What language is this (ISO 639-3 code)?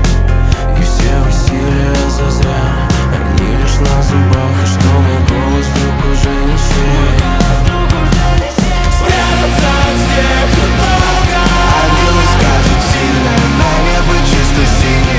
rus